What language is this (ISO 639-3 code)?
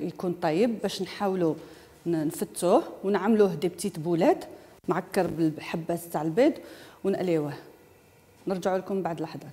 arq